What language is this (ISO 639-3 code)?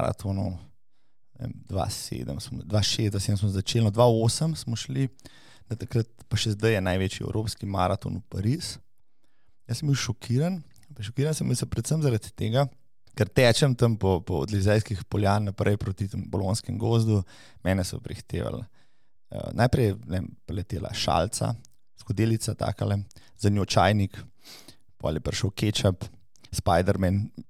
slv